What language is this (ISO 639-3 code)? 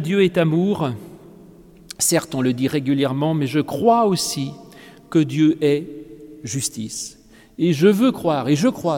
fra